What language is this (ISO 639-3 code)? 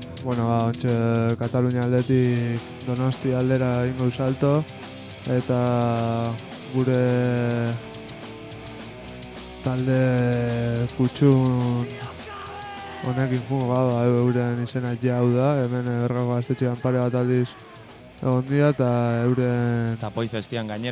eus